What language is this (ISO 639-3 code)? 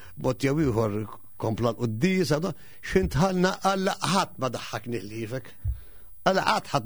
mlt